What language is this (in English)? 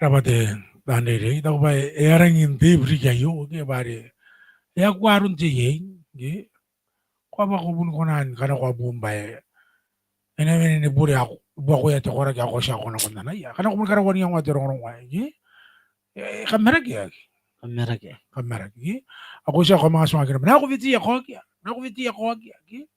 Gilbertese